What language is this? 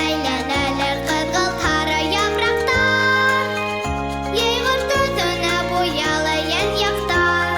Bashkir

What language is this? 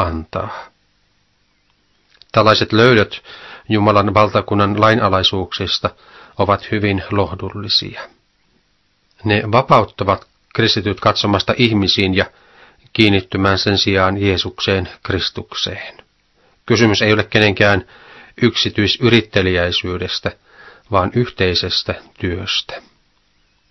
Finnish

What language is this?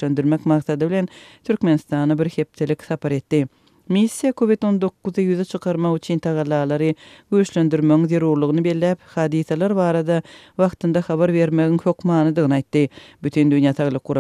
Turkmen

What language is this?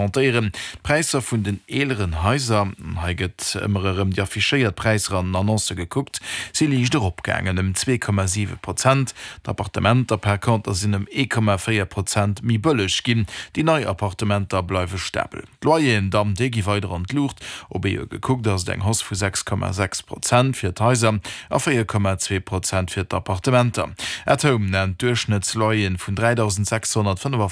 Luxembourgish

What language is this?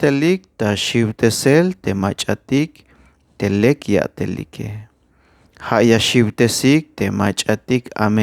Tzeltal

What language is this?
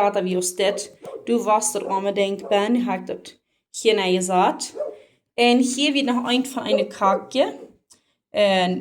Plautdietsch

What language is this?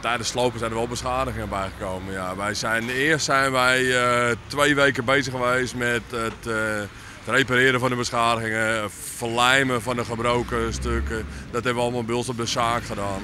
Western Frisian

